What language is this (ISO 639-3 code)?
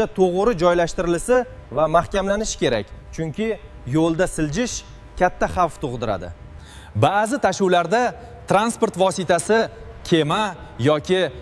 uzb